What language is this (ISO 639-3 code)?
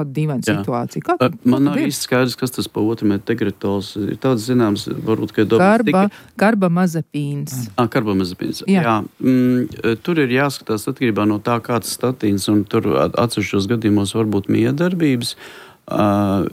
lav